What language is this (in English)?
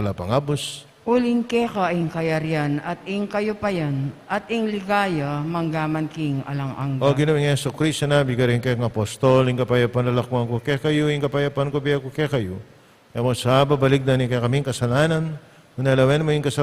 Pampanga